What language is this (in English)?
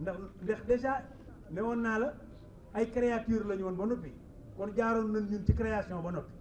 Wolof